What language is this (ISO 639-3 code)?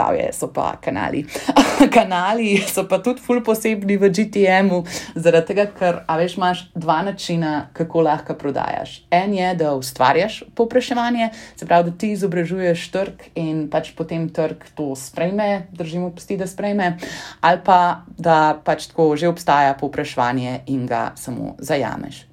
slv